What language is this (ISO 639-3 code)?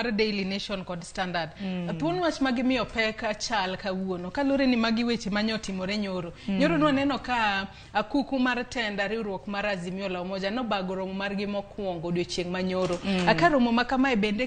luo